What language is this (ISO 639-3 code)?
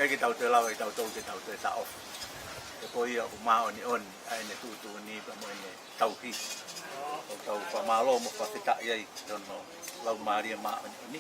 ton